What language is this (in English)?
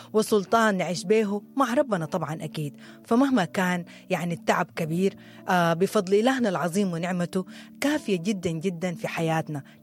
Sudanese Arabic